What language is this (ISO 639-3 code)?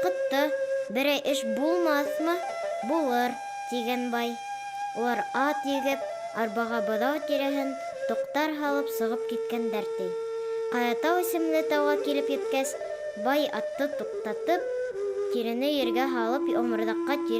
bak